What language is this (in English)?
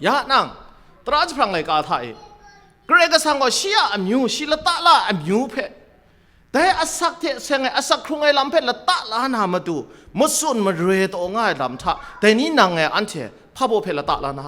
Kachin